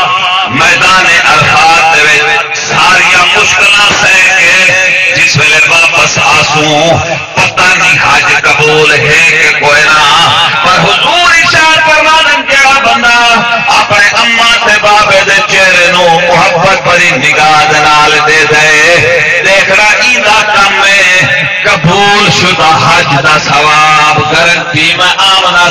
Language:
Saraiki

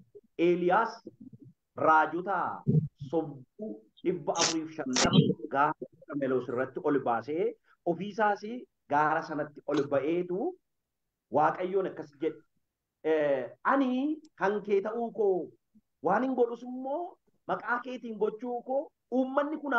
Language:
Oromo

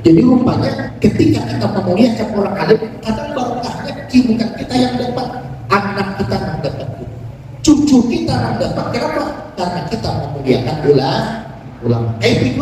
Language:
Banjar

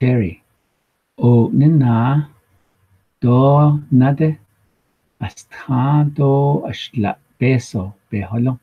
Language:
Navajo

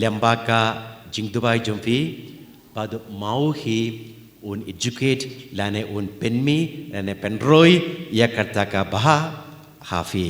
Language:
Khasi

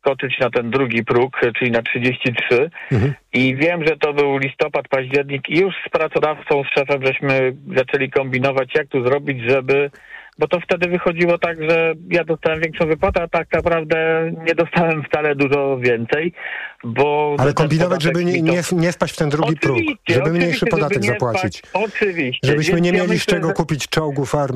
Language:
Polish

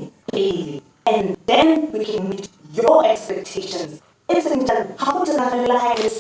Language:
Tswana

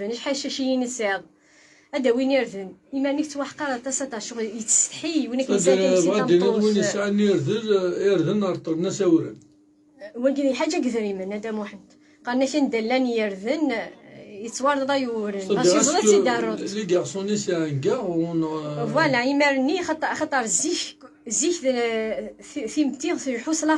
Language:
Kabyle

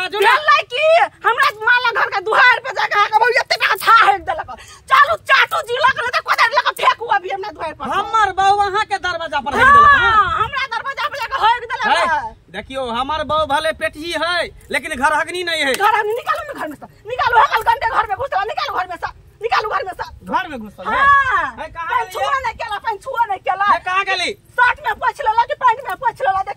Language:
Maithili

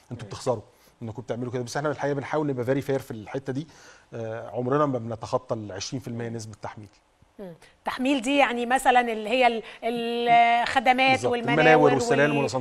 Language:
Egyptian Arabic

